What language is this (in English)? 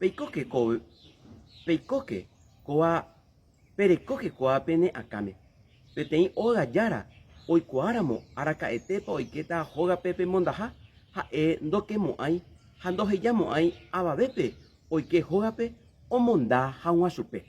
Guarani